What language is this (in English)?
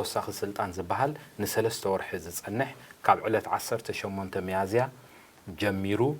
Tigrinya